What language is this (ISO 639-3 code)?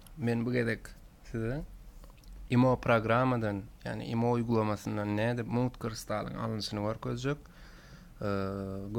tuk